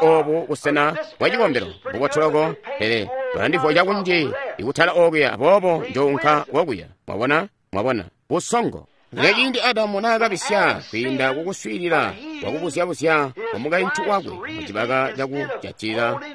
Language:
Tonga (Zambia)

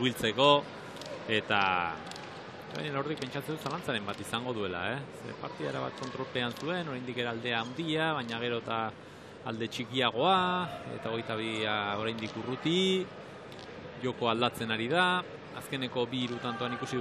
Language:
Basque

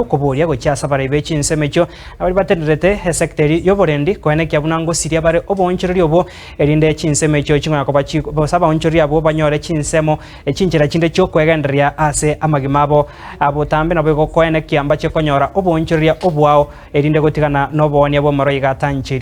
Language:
Gusii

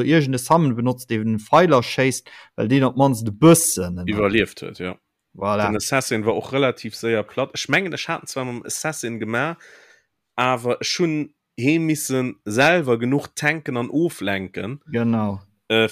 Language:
Luxembourgish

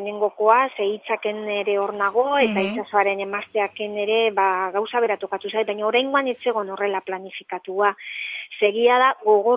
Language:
Basque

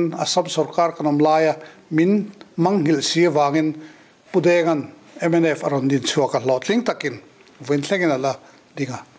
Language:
Mizo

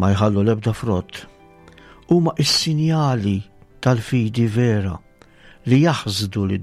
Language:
Maltese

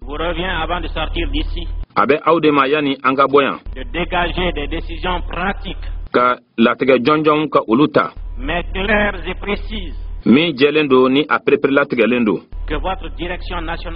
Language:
Bambara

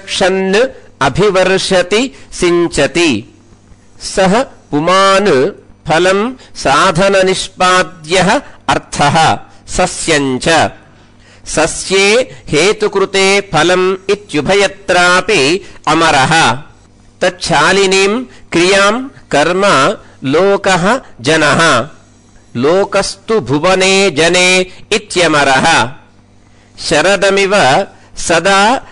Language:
Sanskrit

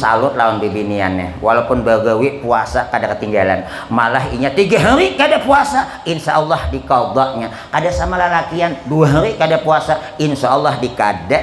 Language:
Banjar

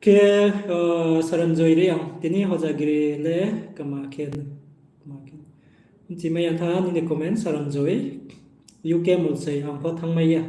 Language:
Riang (India)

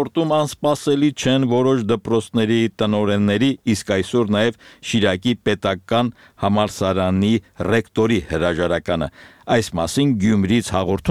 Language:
Armenian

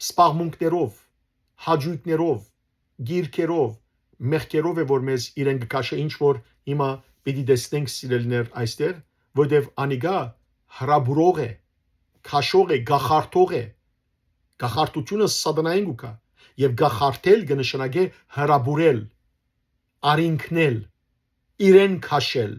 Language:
Western Armenian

